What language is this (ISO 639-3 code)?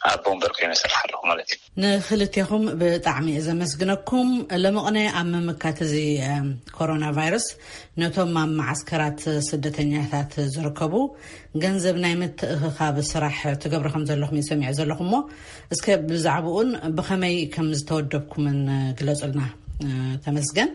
tir